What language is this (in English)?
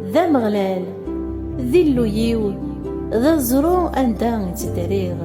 Kabyle